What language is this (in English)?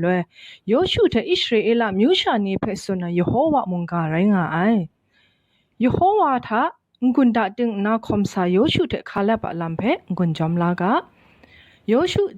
Kachin